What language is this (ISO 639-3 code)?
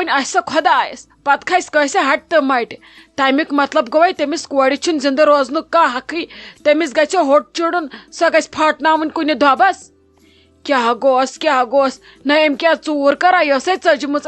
kas